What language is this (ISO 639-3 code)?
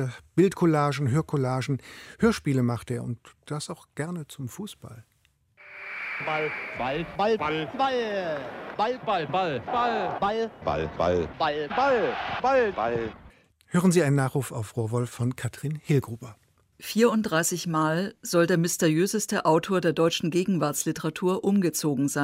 deu